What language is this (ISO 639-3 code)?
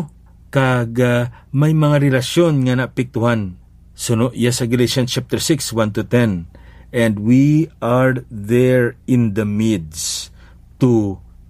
hil